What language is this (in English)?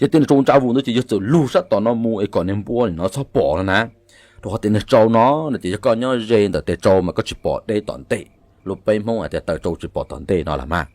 Hmong